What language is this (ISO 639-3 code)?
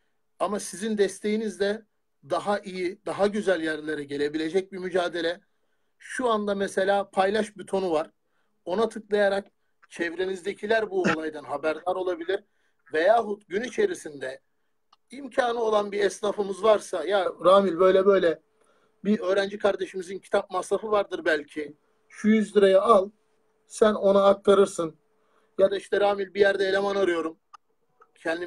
tur